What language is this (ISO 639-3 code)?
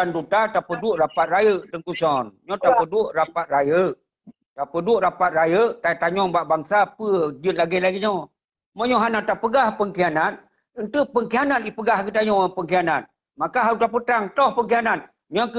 ace